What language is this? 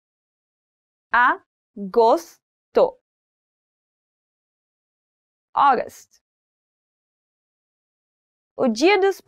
Portuguese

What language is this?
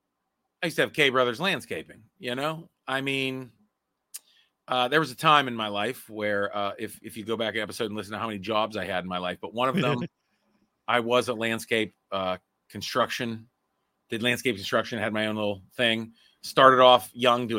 English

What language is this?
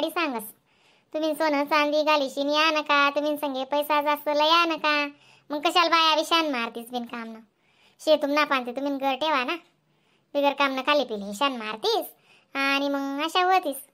Khandesi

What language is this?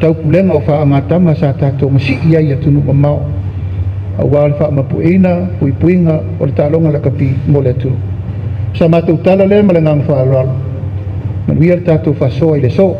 Samoan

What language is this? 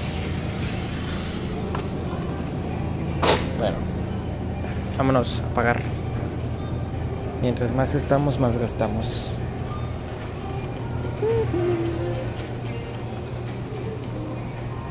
Spanish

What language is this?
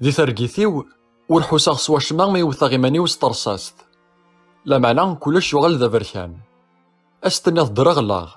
Kabyle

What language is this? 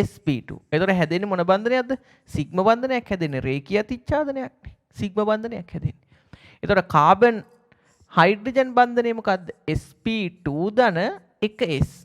Sinhala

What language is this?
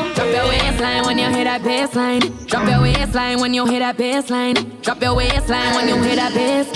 Jamaican Creole English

